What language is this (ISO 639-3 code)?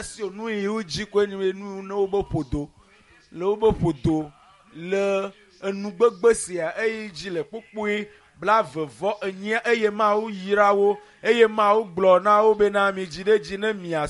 ewe